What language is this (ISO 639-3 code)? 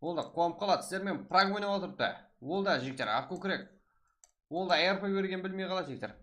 kaa